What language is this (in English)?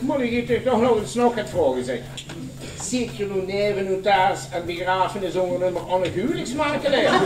Limburgish